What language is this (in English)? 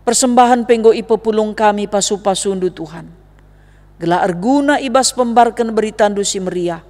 Batak Karo